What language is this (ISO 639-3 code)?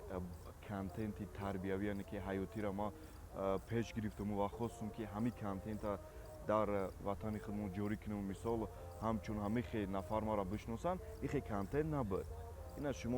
tgk